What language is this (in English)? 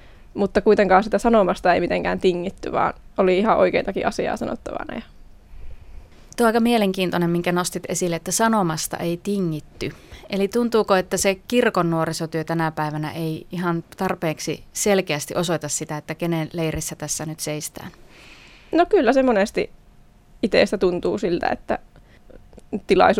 Finnish